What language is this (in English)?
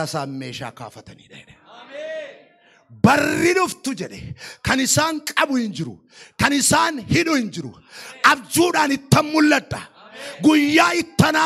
Oromo